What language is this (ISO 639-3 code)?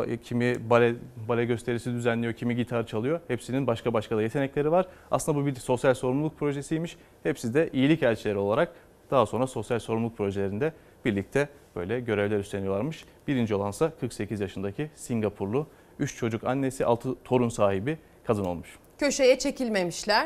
tur